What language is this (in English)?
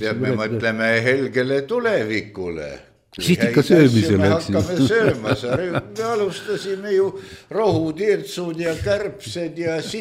Estonian